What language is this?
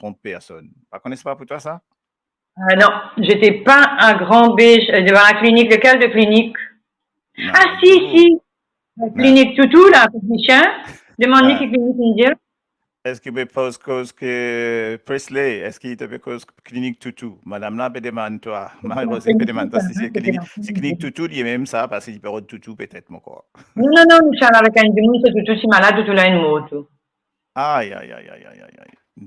Morisyen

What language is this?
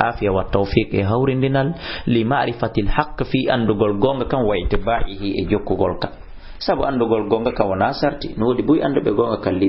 Fula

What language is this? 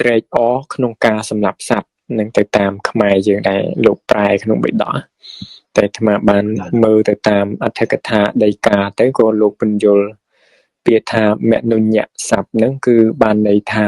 Khmer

